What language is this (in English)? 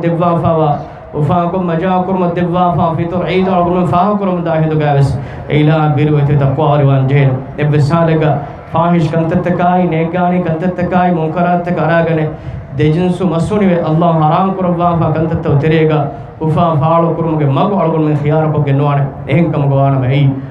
Divehi